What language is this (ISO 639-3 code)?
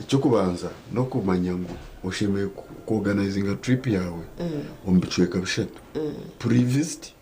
nyn